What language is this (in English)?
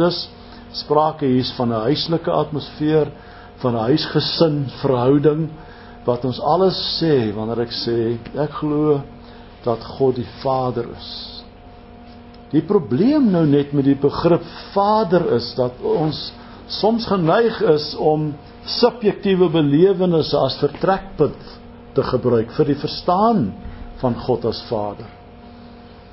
Afrikaans